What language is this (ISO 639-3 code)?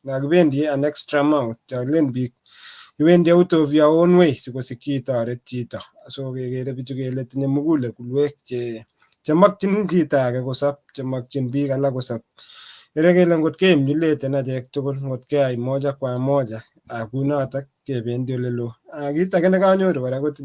kln